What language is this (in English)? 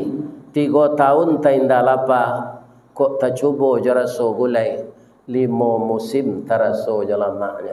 Minangkabau